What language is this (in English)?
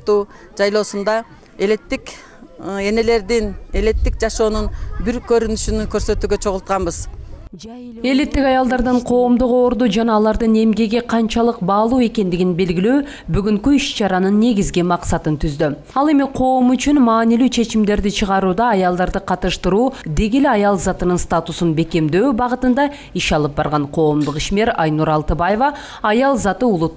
Kyrgyz